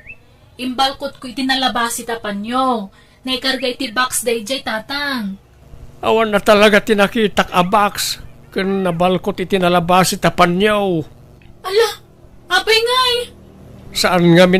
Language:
Iloko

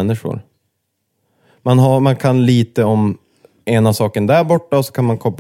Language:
Swedish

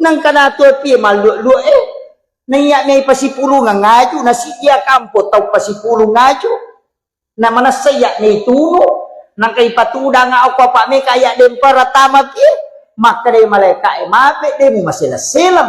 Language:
Buginese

